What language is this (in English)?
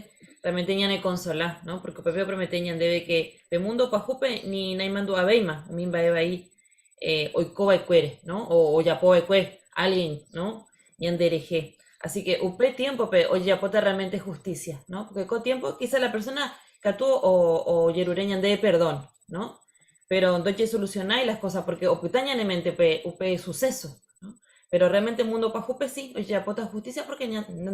Guarani